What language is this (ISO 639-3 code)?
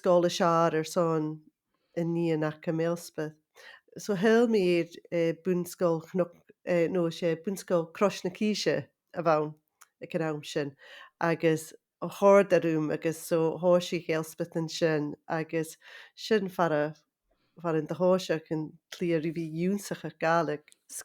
gla